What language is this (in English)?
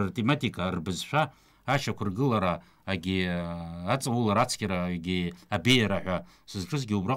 Abkhazian